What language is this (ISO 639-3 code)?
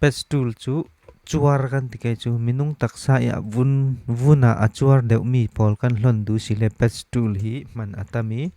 cfm